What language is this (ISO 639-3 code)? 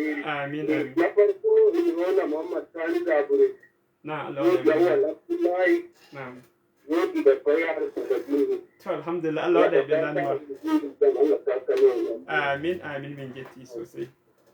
ful